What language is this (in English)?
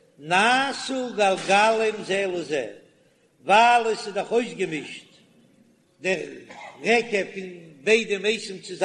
Yiddish